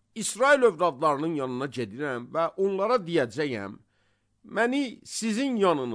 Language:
Azerbaijani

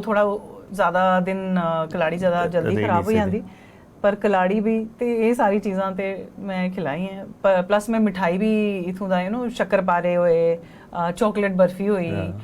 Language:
Dogri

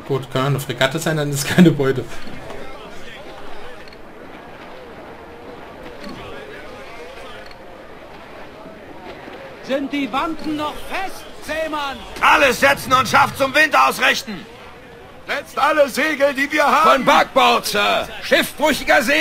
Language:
German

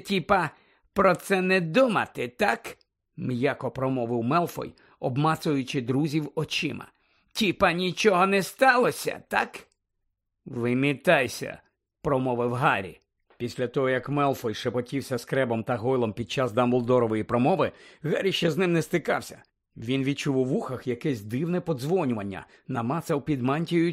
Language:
Ukrainian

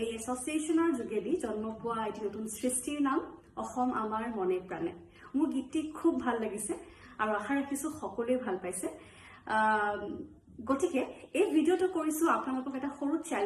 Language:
Assamese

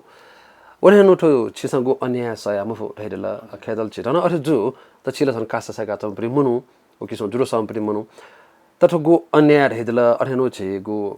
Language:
Newari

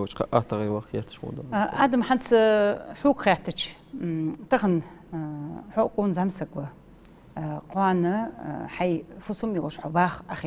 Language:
Ingush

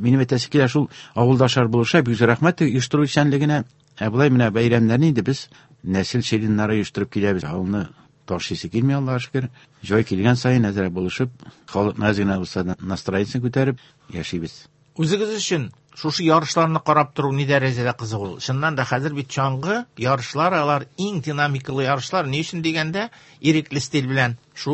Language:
Tatar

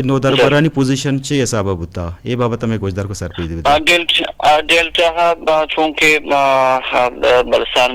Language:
Eastern Balochi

